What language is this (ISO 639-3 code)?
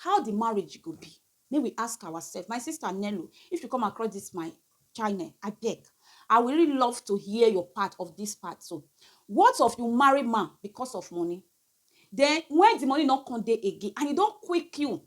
pcm